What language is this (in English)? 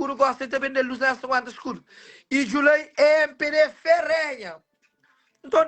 Kabuverdianu